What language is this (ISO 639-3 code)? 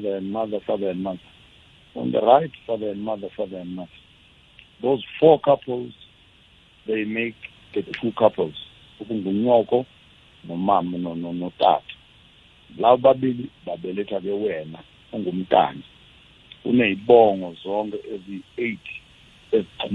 nbl